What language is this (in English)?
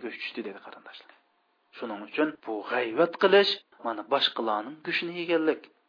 Uyghur